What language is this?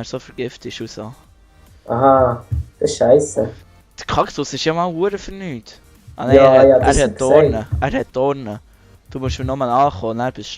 Swiss German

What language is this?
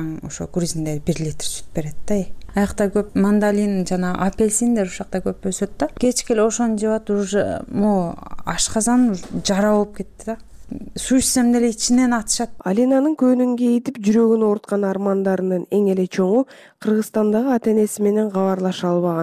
Kyrgyz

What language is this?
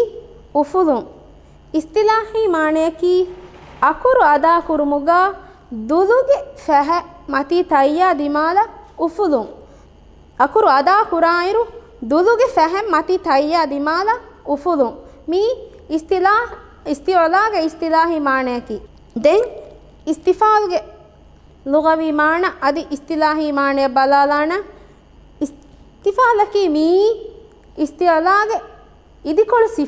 Divehi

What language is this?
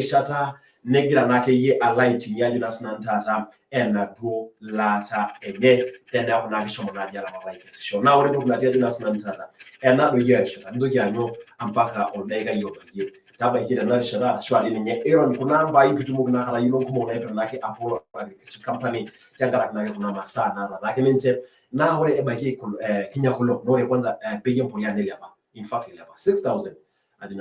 Masai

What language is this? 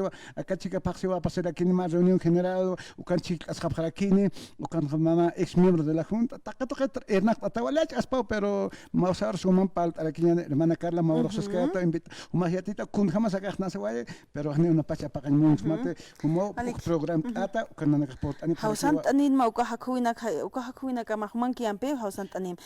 Aymara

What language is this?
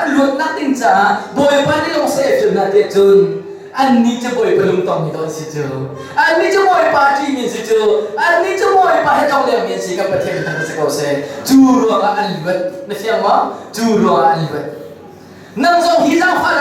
Hakha Chin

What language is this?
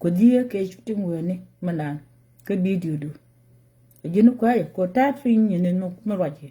Nuer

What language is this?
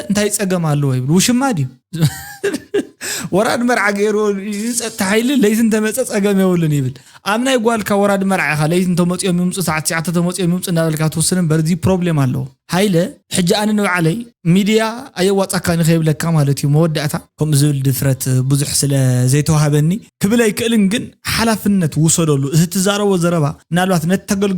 Tigrinya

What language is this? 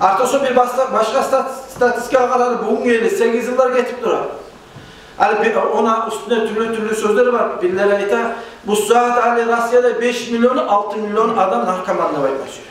Kumyk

